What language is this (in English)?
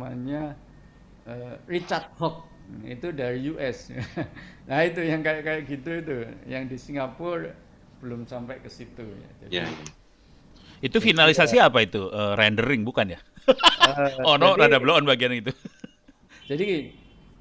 Indonesian